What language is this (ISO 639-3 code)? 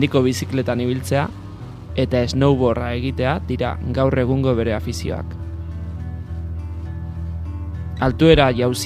eus